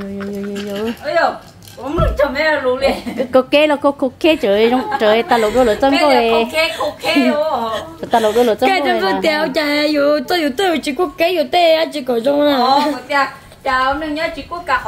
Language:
Vietnamese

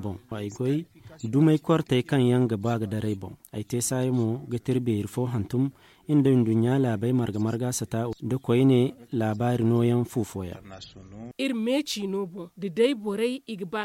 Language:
Zarma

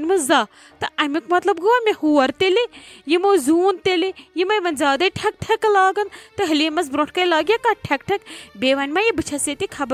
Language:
Kashmiri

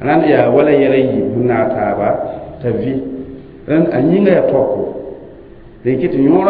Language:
Mossi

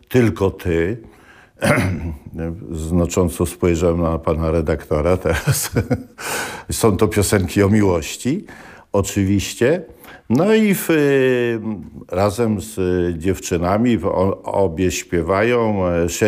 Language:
Polish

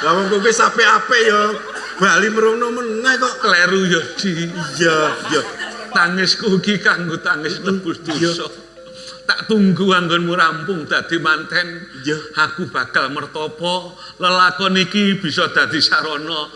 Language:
Javanese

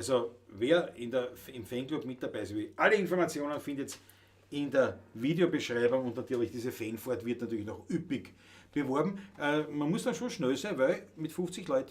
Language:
Bavarian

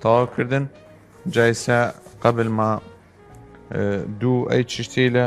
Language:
Southern Kurdish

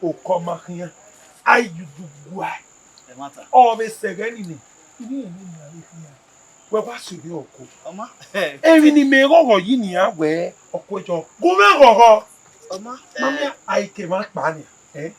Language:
Bini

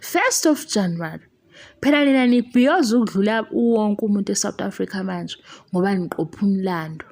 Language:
Zulu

